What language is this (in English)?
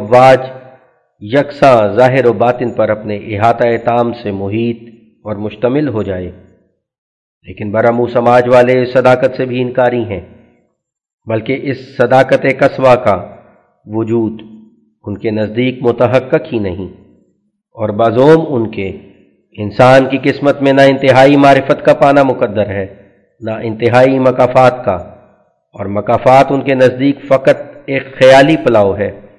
Urdu